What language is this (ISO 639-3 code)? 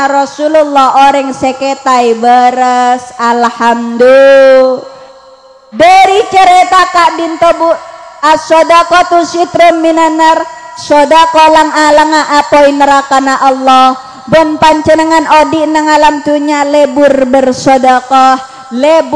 mad